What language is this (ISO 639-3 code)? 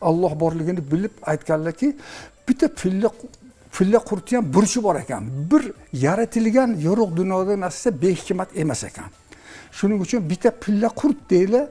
uzb